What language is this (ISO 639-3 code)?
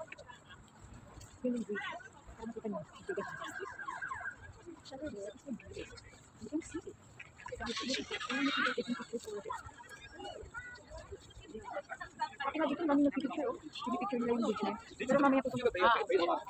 fil